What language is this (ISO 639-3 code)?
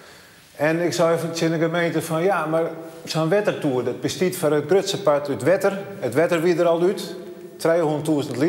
fry